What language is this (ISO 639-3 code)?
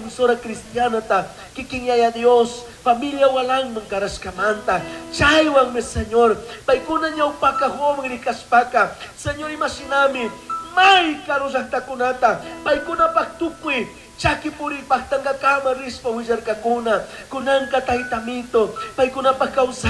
qug